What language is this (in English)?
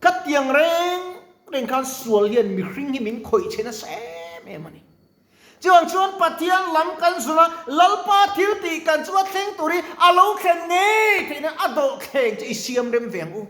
Mizo